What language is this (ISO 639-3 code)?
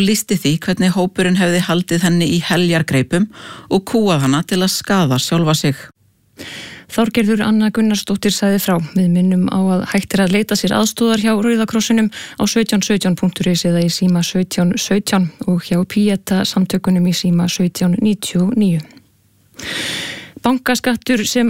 isl